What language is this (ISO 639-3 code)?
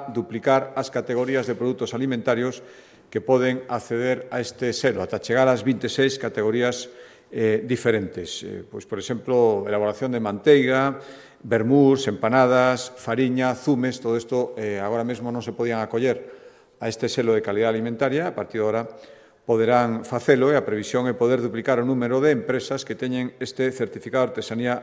glg